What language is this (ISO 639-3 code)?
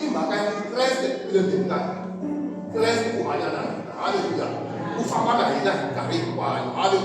tso